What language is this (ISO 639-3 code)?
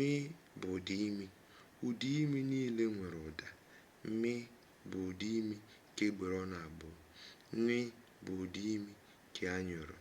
ibo